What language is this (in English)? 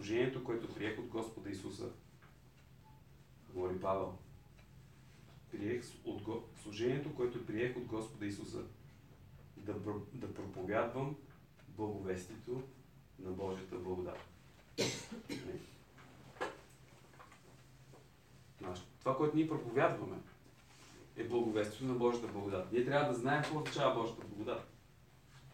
Bulgarian